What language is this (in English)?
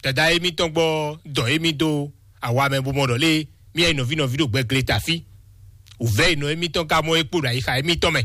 Fon